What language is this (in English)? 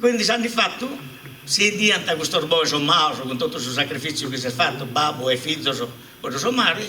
Sardinian